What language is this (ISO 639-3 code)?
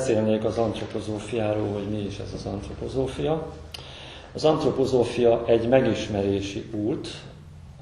hun